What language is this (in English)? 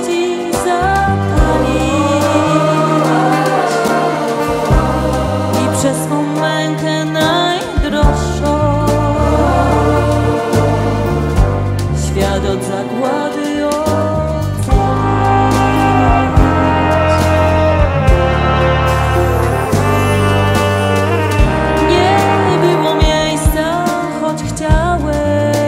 Polish